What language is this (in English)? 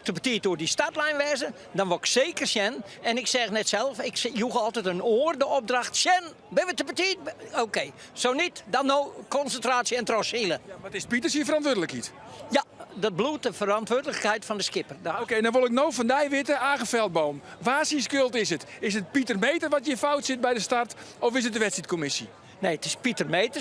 Western Frisian